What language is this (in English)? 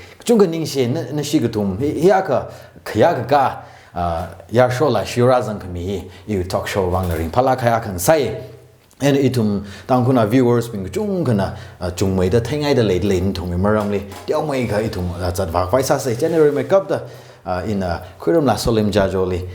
Tangkhul Naga (India)